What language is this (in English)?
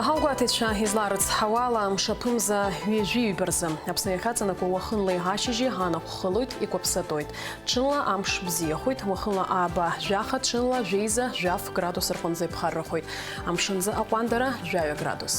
Abkhazian